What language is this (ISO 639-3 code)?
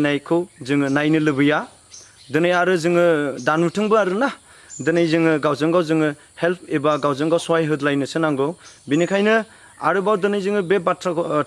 brx